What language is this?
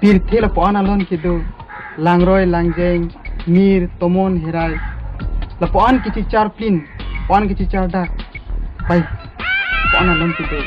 Karbi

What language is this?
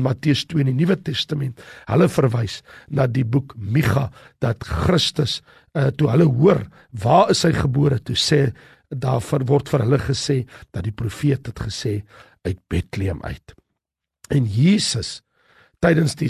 Afrikaans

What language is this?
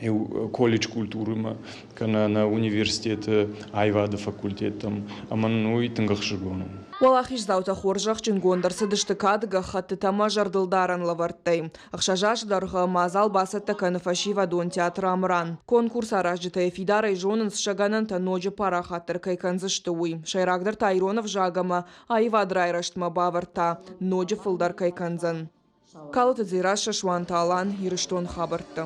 Ossetic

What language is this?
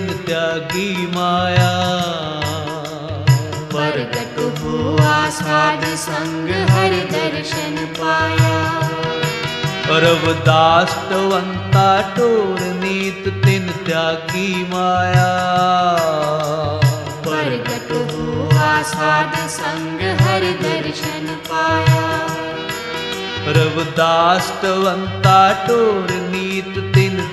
Punjabi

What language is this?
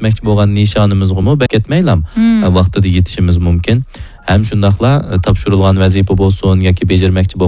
Uyghur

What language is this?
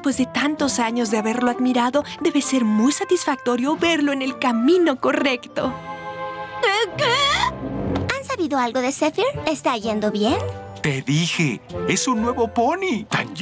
Spanish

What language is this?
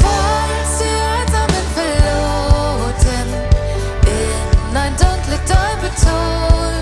Plautdietsch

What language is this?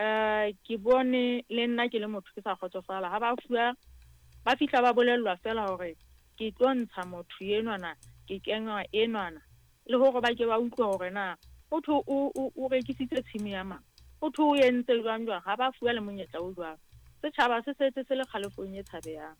Southern Sotho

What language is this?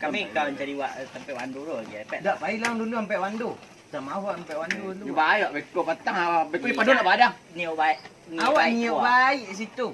Minangkabau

